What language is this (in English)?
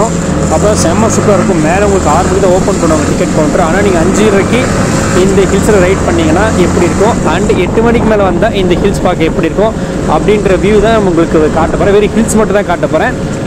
Tamil